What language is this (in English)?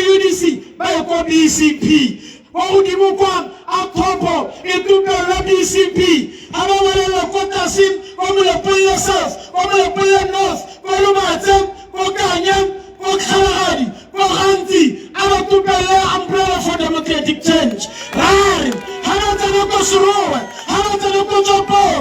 Tswana